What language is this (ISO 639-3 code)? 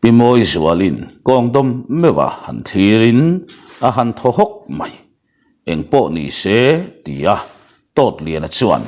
lus